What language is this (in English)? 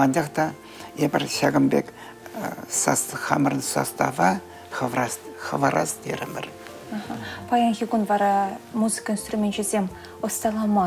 Chuvash